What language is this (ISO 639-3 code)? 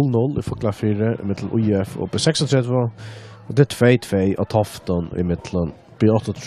fao